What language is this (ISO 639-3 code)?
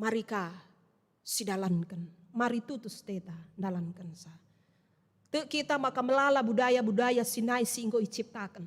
btx